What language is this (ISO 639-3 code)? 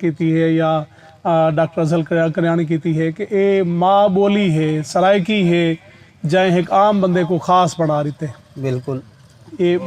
skr